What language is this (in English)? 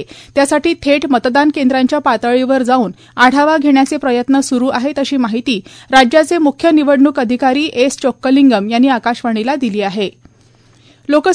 Marathi